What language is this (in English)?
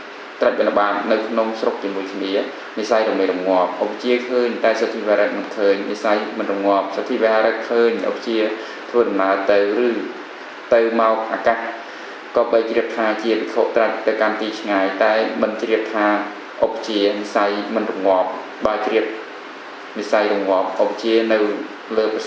Khmer